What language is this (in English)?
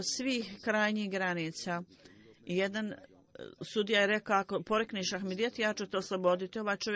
Bosnian